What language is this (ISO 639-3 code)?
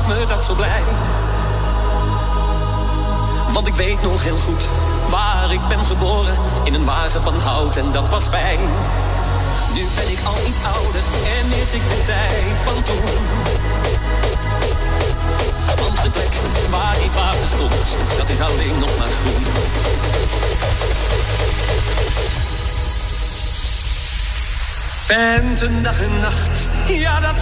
nld